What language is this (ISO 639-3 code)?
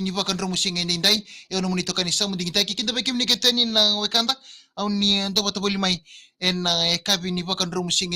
fij